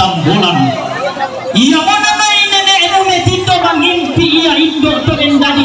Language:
Toraja-Sa'dan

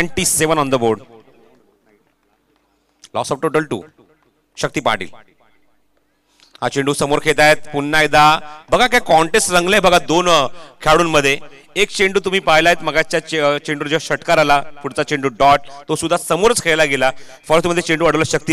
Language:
Marathi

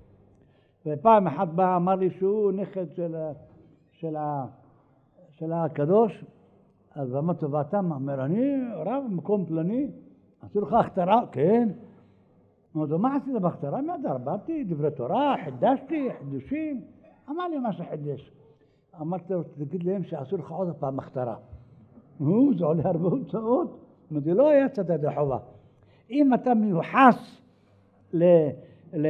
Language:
Hebrew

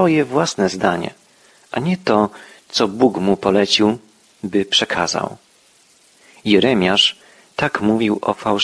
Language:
Polish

